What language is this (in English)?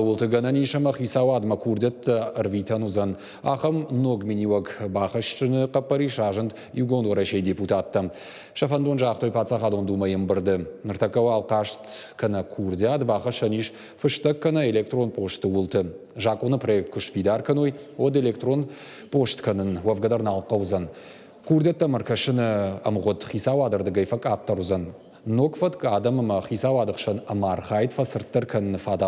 Ossetic